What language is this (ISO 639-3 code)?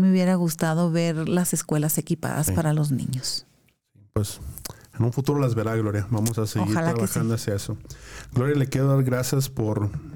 spa